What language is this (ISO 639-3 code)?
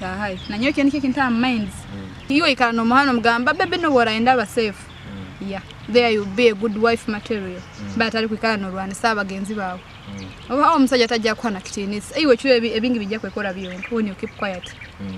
nyo